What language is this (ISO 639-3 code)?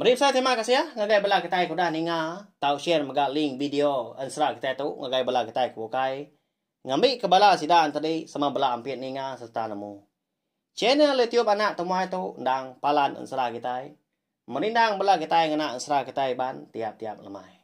iba